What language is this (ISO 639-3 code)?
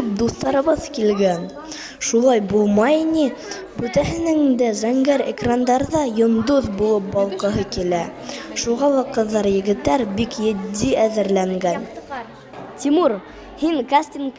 bak